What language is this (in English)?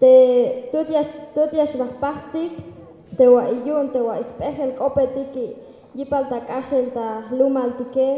Tzeltal